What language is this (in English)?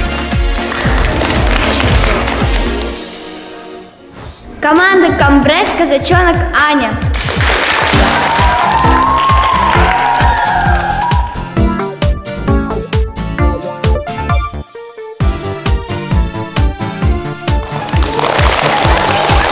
Russian